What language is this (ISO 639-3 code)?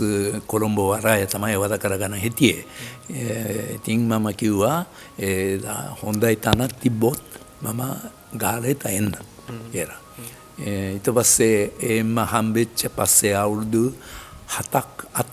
sin